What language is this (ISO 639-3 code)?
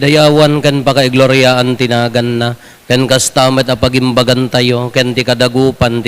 ilo